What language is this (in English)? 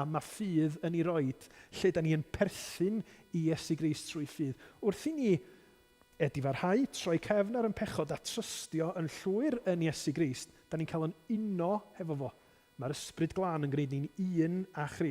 Welsh